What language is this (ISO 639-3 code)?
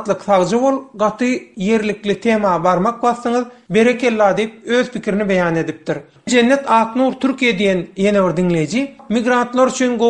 tuk